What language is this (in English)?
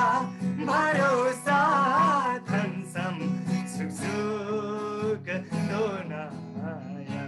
Eastern Tamang